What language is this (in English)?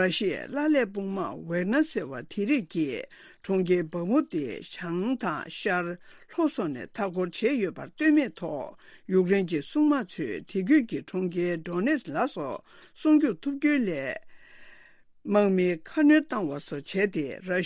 Tibetan